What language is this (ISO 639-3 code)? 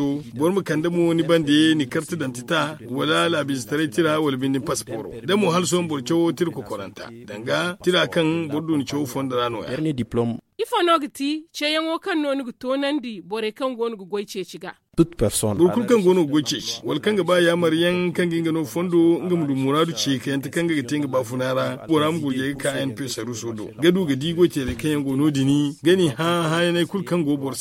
dje